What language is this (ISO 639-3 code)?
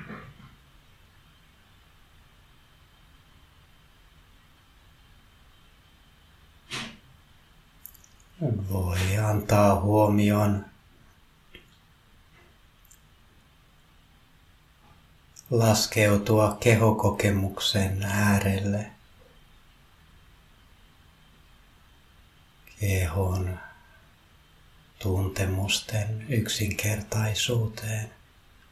fin